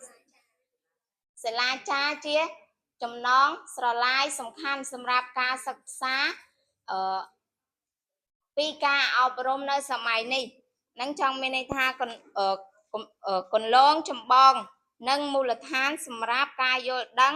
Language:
Khmer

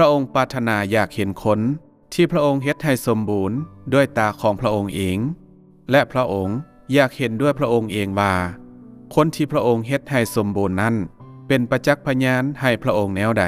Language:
Lao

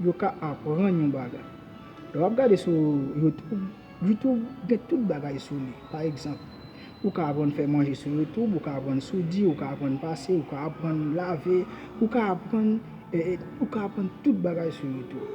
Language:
Haitian Creole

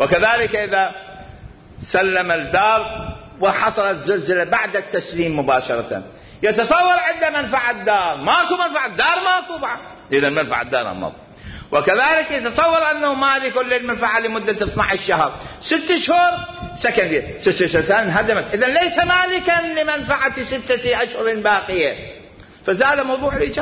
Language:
Mesopotamian Arabic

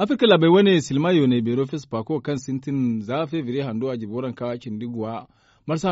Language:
Zarma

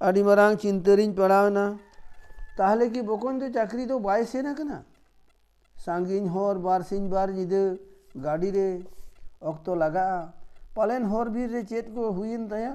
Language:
Santali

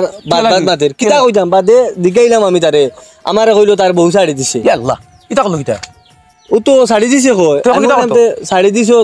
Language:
Sylheti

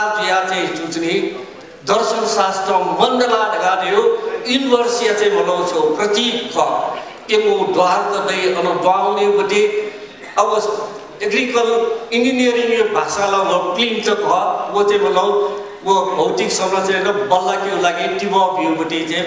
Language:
Newari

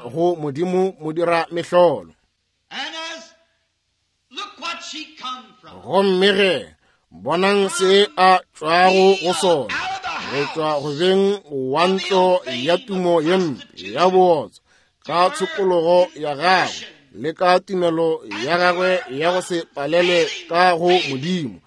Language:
Northern Sotho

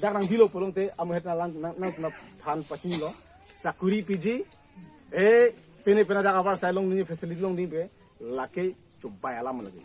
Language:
Karbi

